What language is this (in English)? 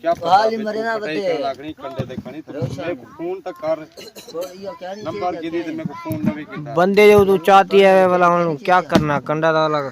Saraiki